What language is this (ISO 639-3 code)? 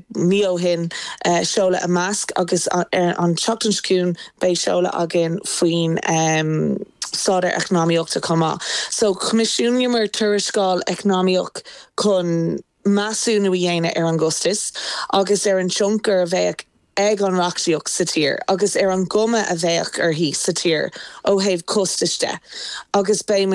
gle